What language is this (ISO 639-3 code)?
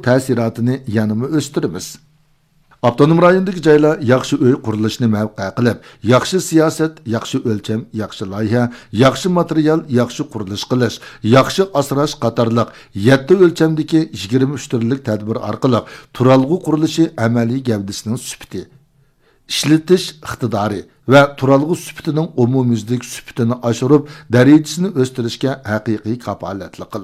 uig